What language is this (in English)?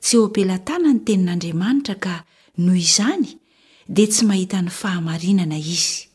Malagasy